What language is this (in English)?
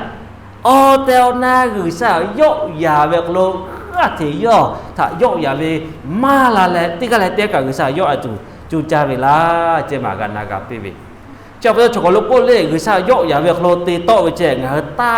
Lahu